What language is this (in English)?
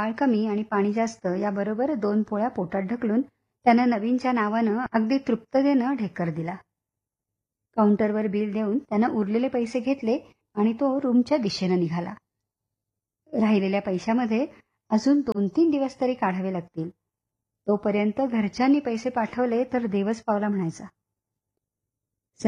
Marathi